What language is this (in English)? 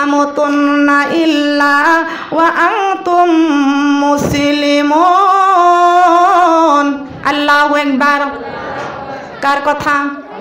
Bangla